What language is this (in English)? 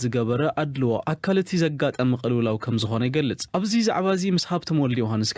Tigrinya